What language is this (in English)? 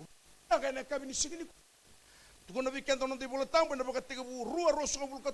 Fijian